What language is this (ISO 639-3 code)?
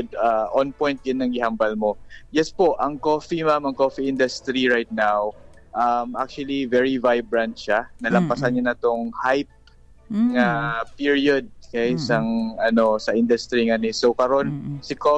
hil